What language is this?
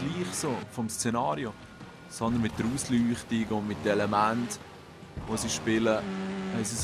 Swiss German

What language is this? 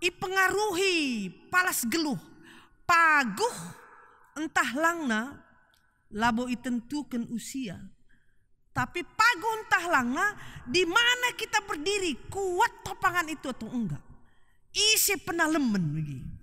Batak Karo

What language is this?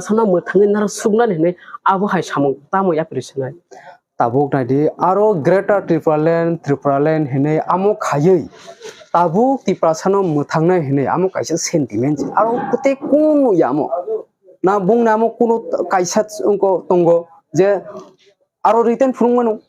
Kok Borok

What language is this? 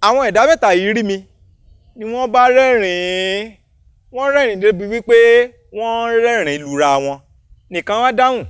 Yoruba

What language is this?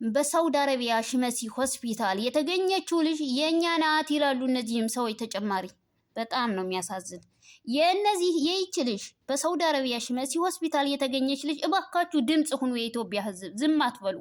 Amharic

